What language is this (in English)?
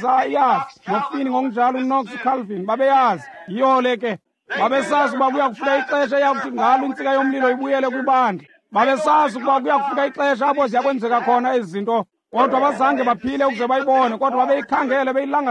Xhosa